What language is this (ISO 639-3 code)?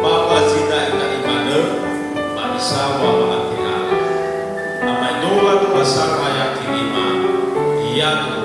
nia